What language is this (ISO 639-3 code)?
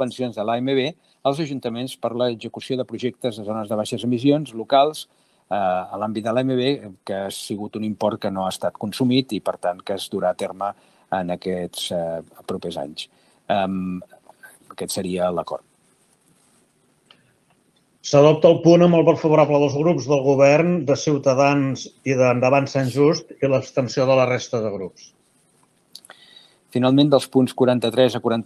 cat